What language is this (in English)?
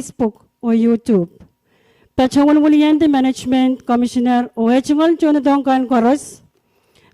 Pohnpeian